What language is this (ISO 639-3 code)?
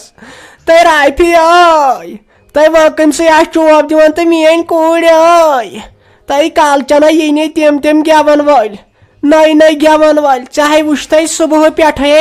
kas